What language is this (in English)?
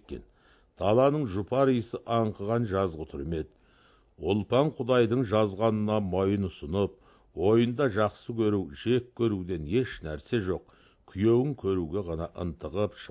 Kazakh